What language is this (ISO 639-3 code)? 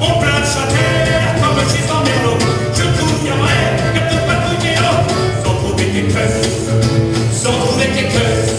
pcd